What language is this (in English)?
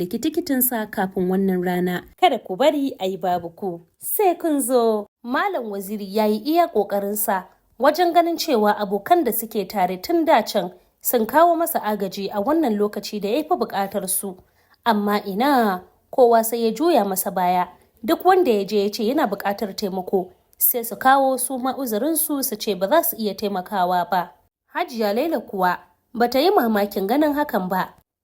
Hausa